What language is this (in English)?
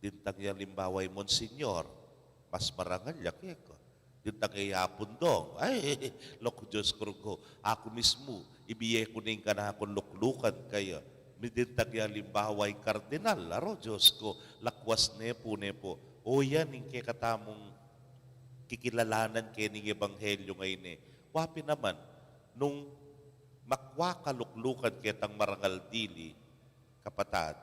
Pampanga